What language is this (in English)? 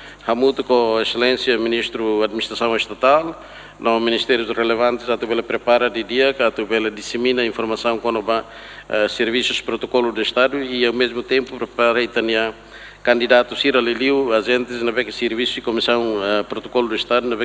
Tetum